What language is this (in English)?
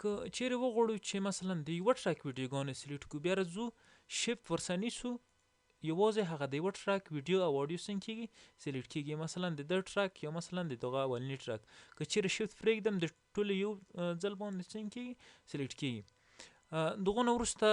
Pashto